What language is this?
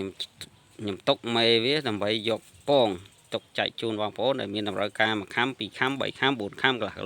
Khmer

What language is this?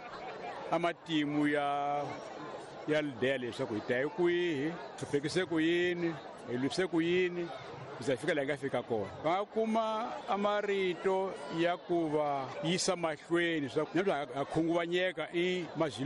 Tsonga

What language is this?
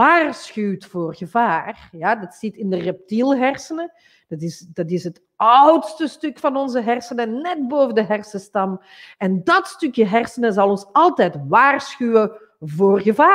Dutch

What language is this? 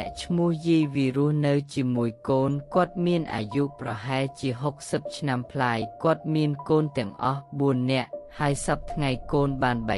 Khmer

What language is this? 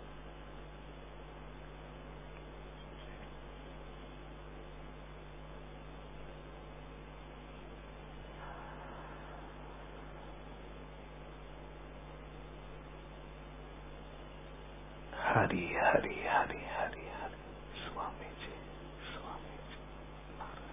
Marathi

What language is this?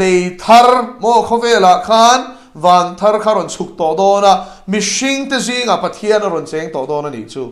Mizo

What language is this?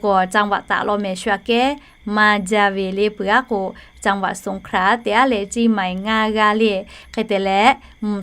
Lahu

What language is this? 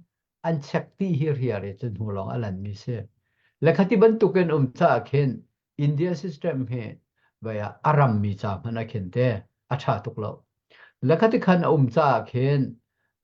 Hakha Chin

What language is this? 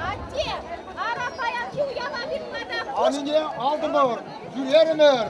Chuvash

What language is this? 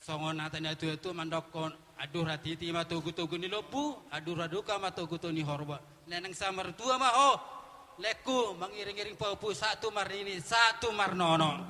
Batak Toba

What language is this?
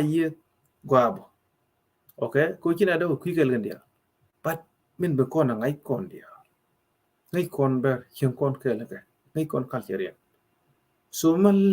Nuer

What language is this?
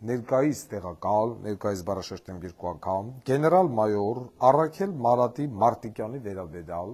Armenian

